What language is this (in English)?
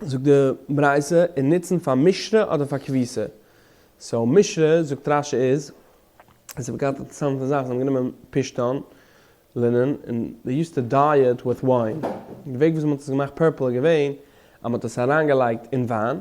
Yiddish